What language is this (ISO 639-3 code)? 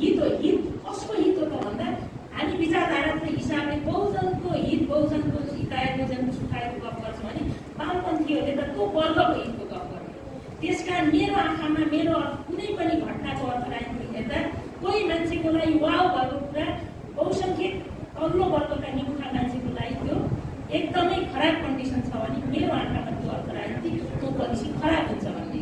nep